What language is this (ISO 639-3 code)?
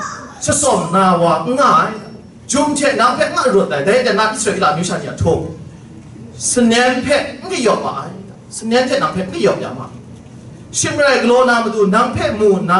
kac